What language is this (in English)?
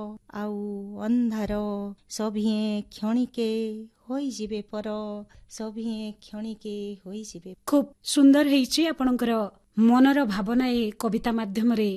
Odia